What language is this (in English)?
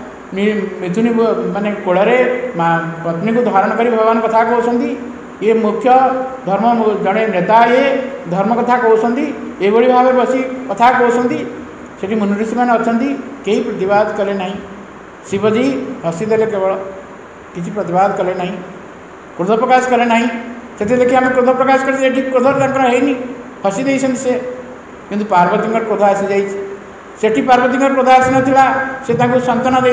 Odia